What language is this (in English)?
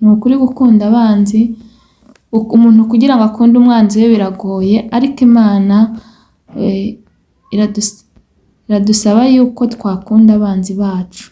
Kinyarwanda